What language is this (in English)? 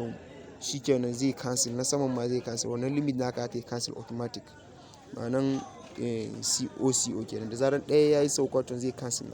Hausa